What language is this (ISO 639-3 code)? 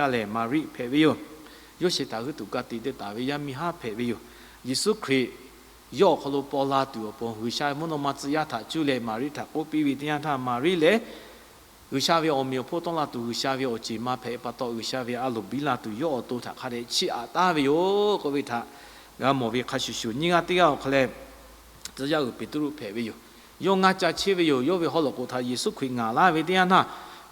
lhu